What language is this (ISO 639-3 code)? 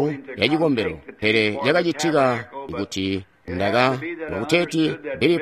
toi